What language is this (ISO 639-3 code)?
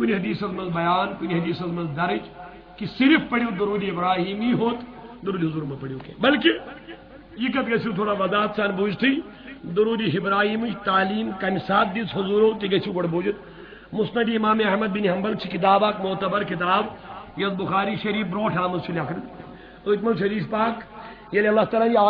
kas